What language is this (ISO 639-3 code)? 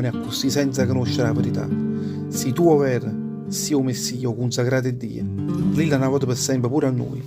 nap